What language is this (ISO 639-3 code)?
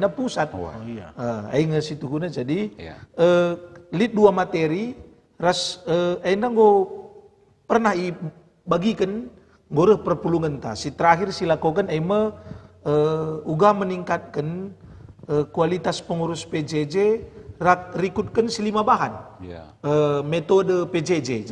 btx